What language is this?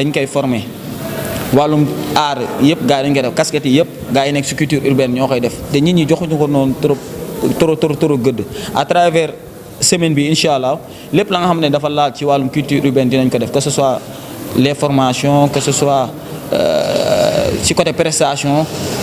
Wolof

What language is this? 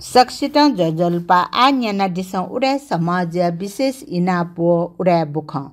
Newari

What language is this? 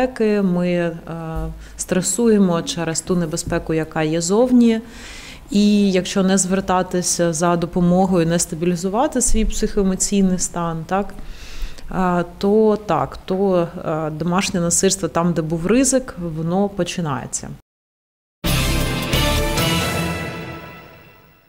Ukrainian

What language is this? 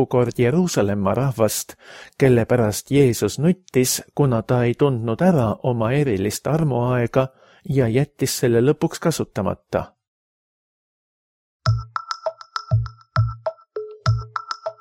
Estonian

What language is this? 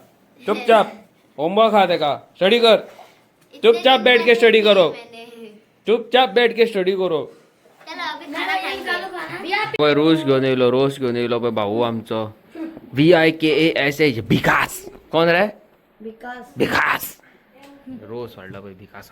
Konkani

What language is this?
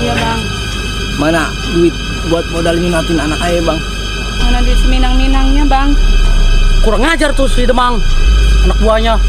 Betawi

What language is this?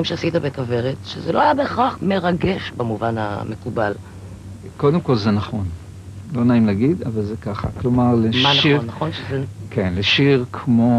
Hebrew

